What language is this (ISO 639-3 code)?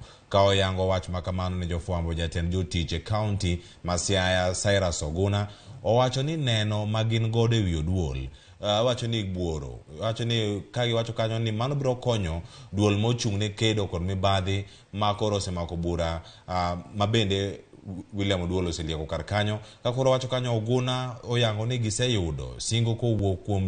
luo